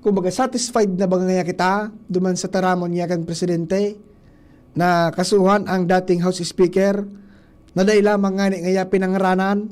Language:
Bikol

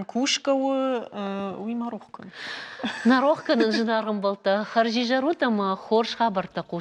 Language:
Ossetic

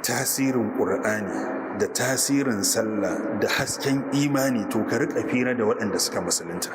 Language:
Hausa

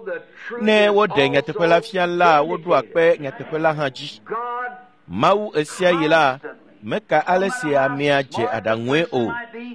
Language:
Ewe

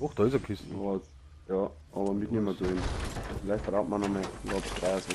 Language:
Bavarian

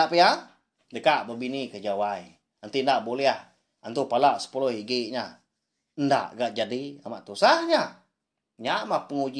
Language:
Iban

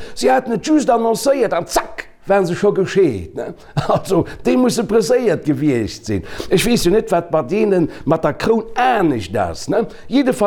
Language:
Luxembourgish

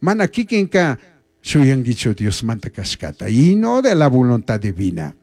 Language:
Chimborazo Highland Quichua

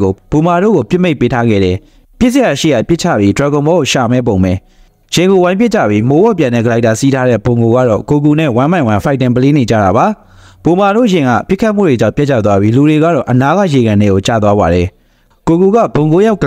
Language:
Burmese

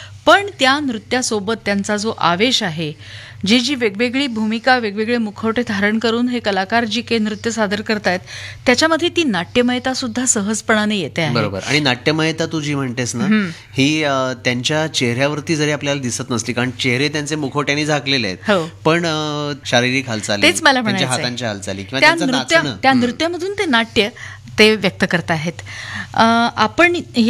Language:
Marathi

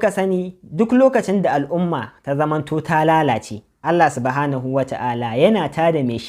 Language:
Hausa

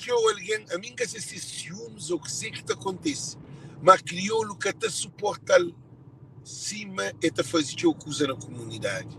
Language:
Kabuverdianu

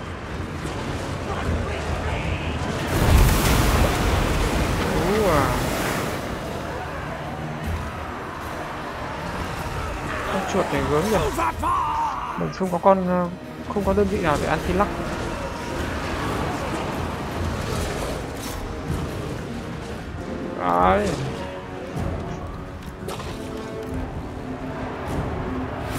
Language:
Vietnamese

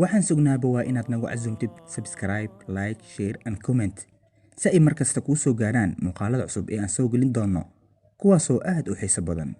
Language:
Somali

